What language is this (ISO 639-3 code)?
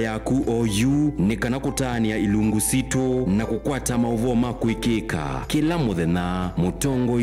kam